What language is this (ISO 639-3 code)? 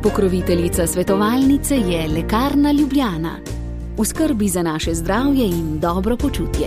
slv